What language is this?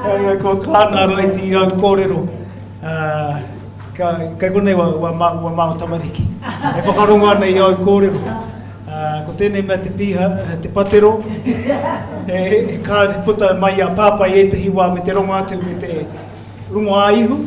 Māori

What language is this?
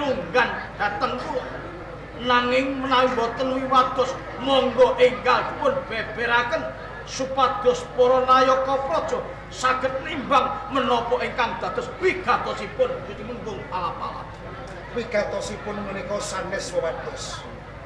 Javanese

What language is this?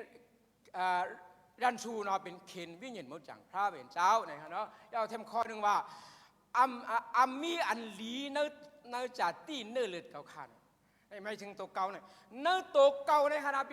Shan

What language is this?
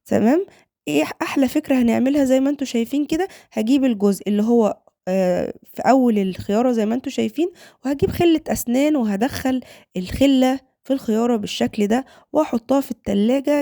Egyptian Arabic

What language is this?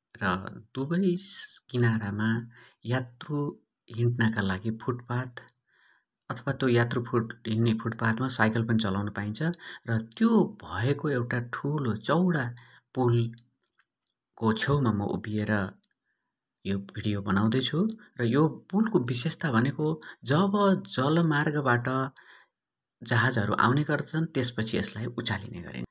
Nepali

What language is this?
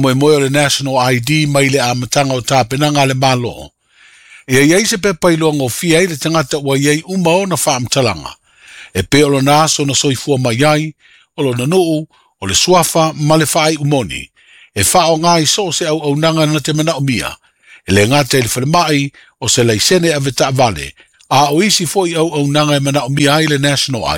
Samoan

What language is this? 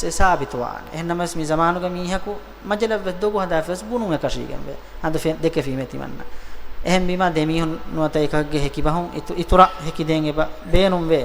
Divehi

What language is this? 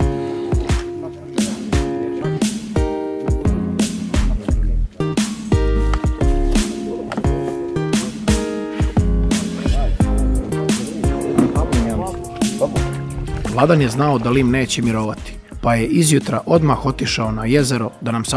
Serbian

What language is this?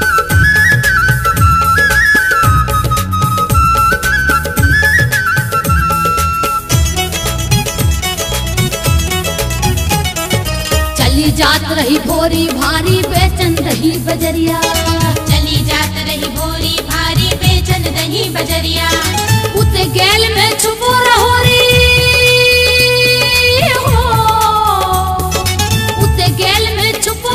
Bundeli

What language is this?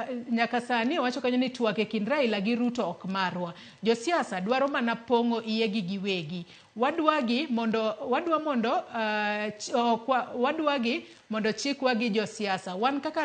Luo (Kenya and Tanzania)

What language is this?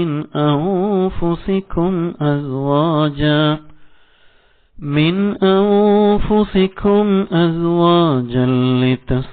Malayalam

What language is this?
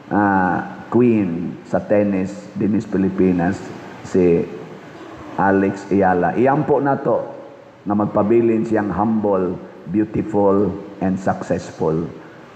Cebuano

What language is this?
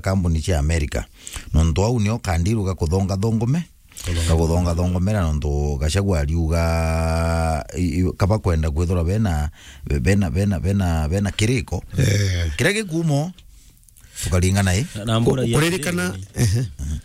Meru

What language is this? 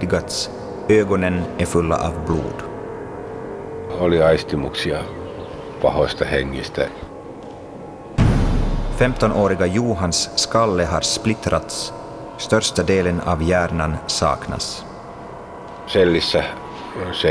Swedish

